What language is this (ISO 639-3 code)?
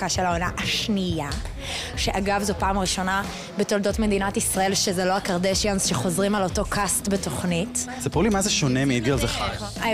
heb